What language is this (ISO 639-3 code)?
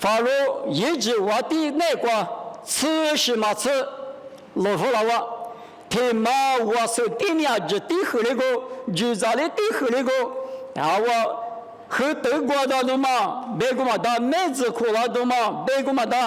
lis